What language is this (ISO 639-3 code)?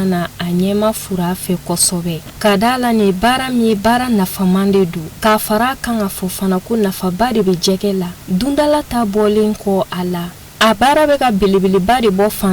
bam